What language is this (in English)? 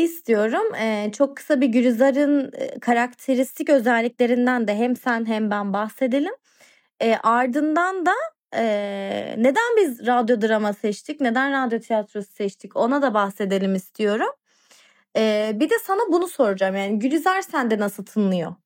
Turkish